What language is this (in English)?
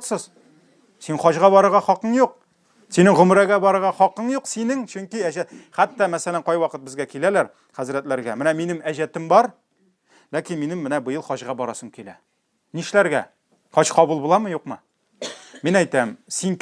Tatar